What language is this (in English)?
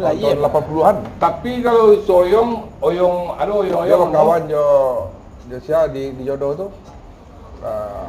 Minangkabau